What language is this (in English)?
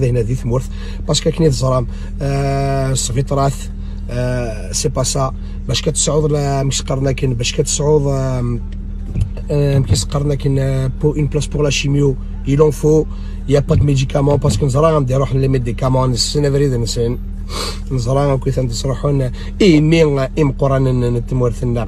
Kabyle